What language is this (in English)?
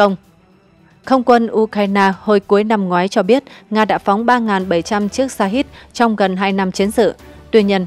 Vietnamese